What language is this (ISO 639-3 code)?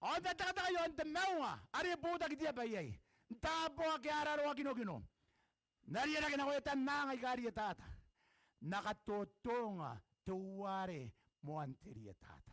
gil